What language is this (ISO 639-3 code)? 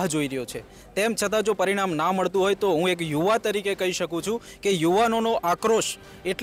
guj